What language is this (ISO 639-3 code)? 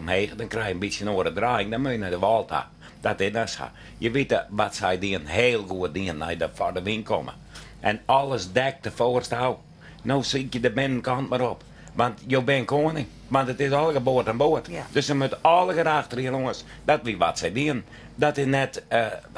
fry